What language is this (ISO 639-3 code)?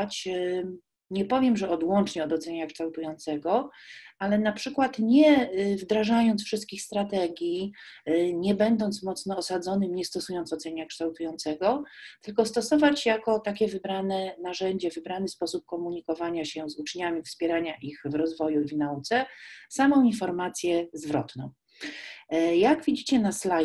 pol